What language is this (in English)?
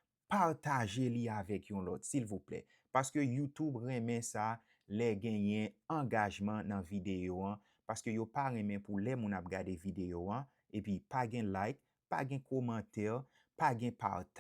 Haitian Creole